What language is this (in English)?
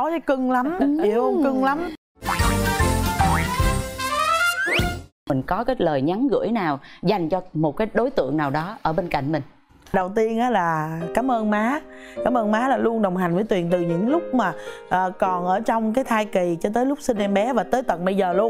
Vietnamese